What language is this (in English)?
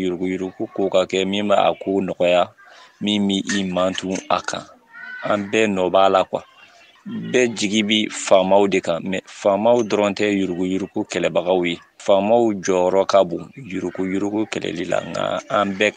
Bambara